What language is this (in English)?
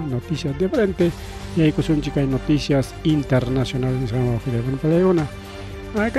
Ayacucho Quechua